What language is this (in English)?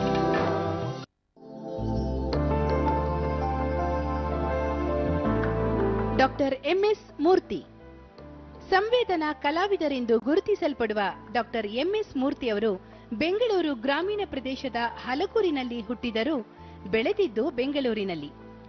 Kannada